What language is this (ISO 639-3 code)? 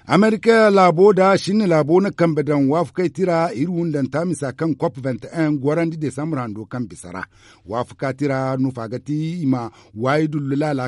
dje